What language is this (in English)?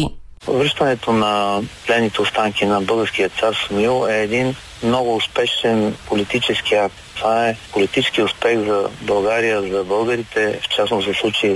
Bulgarian